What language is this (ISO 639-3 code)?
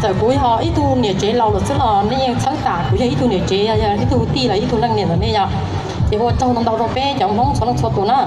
hmn